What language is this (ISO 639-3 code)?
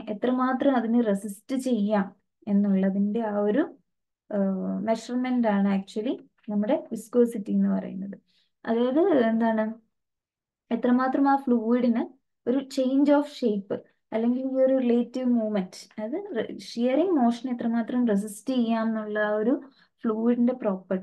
mal